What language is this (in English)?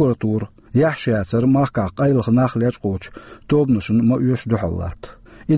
Chechen